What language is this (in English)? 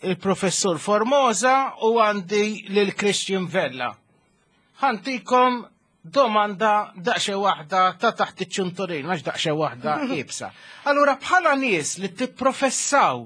Maltese